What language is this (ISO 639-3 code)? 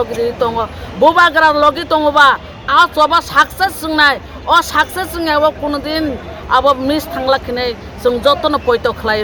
trp